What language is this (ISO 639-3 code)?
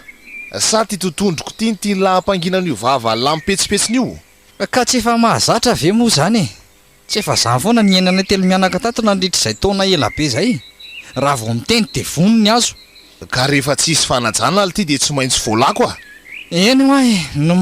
mlg